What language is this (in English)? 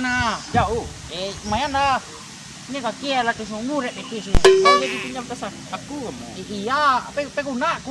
Minangkabau